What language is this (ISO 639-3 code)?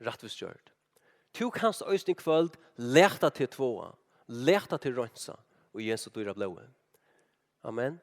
fao